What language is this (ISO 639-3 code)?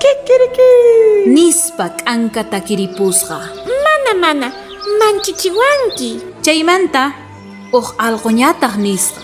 quh